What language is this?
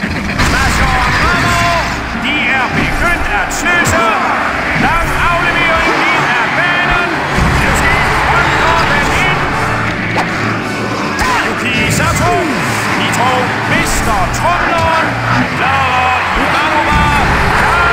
Danish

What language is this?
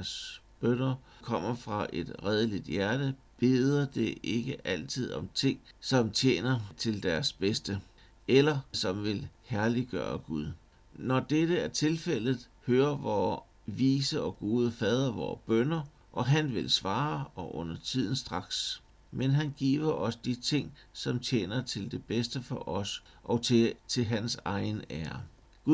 Danish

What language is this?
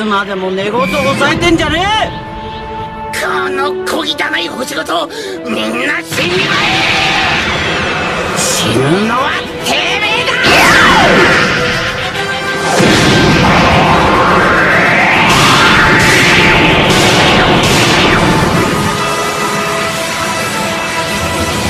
Japanese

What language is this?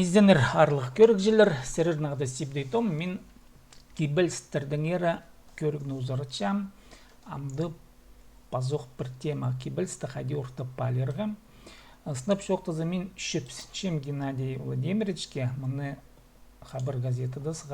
Khakas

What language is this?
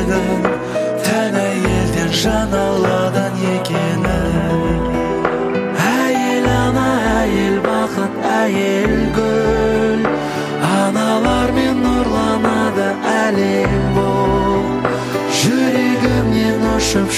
Kazakh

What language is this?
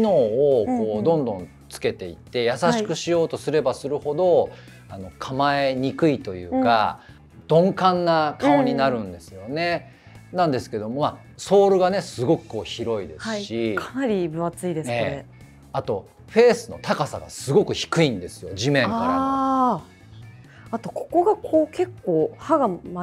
Japanese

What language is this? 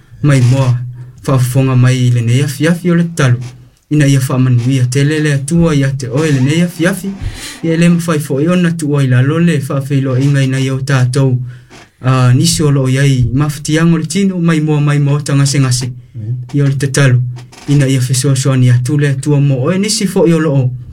Samoan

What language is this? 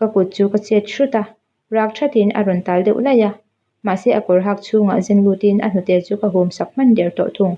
Mizo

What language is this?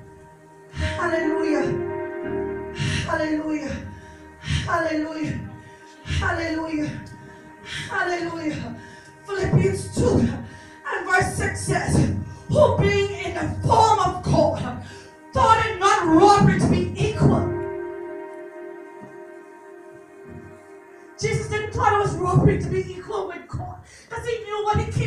English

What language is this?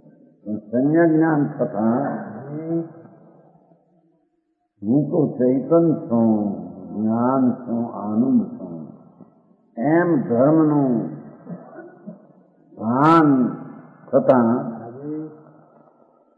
Gujarati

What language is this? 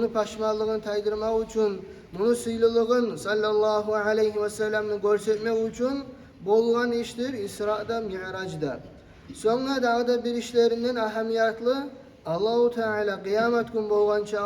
Kumyk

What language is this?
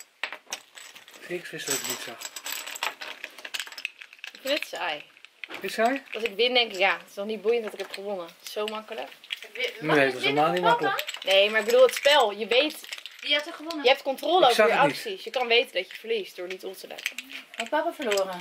Dutch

